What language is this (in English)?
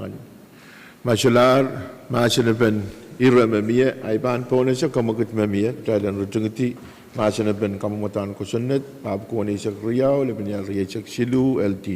Pohnpeian